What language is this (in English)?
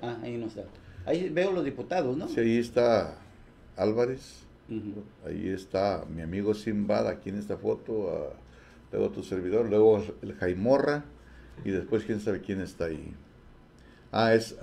Spanish